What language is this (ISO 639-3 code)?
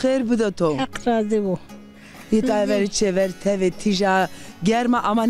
zza